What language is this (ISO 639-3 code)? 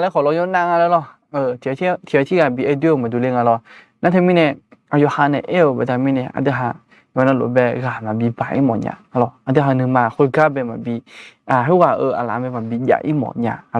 ahk